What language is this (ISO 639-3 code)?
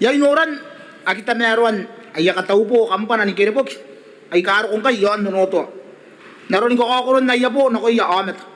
gil